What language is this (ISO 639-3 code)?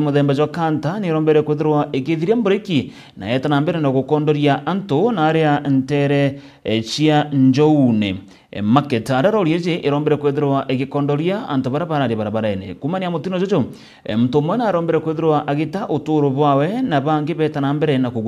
mer